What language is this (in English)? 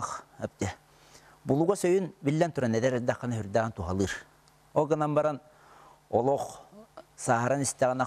Yakut